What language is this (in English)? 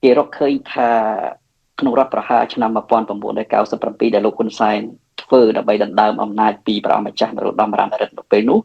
Khmer